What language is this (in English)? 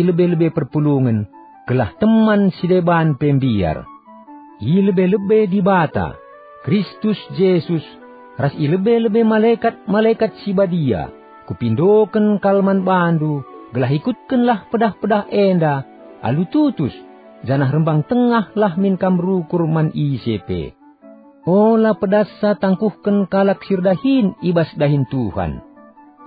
Batak Karo